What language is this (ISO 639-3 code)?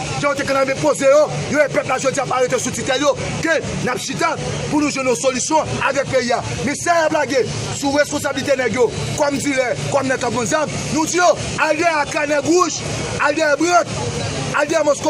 hat